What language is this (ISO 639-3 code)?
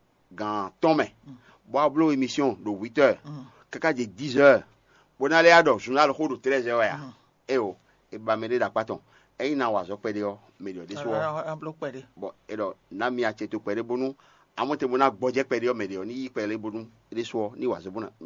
fon